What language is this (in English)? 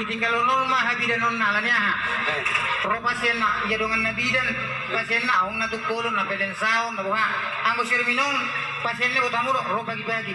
Batak Toba